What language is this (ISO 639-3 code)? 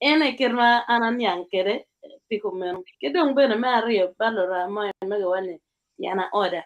ach